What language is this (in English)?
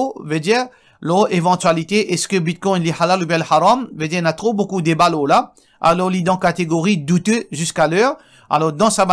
Morisyen